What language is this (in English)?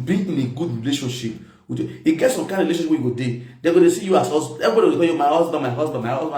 Nigerian Pidgin